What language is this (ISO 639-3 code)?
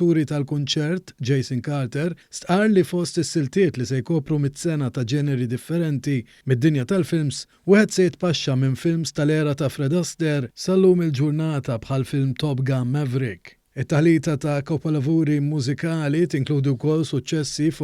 mlt